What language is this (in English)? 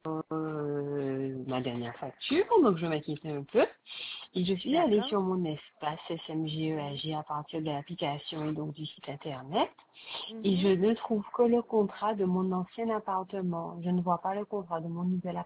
French